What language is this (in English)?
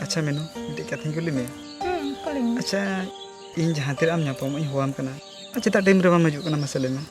Santali